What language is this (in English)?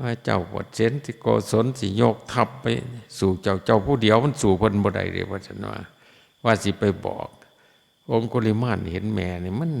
Lao